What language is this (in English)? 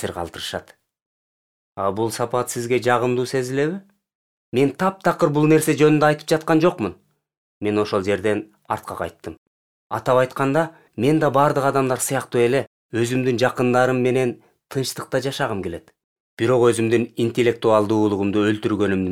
Kyrgyz